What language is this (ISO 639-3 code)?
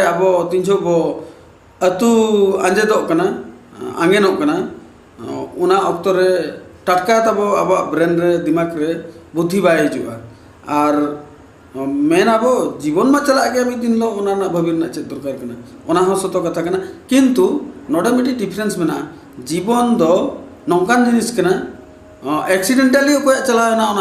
sat